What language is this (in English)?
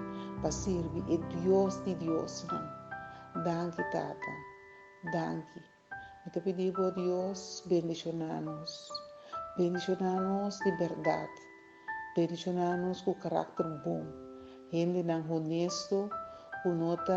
Papiamento